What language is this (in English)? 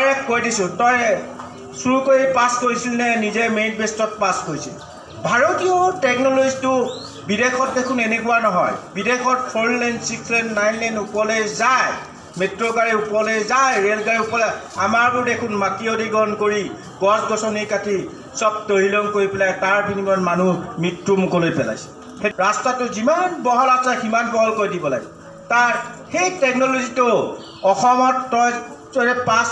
Assamese